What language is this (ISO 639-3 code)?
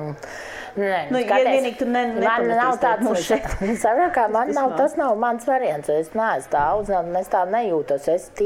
lav